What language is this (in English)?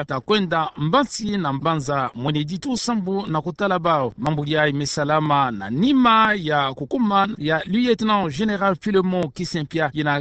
Kituba (Democratic Republic of Congo)